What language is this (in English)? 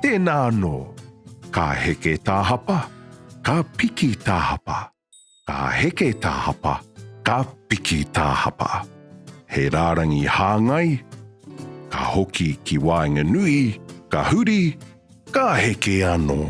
Māori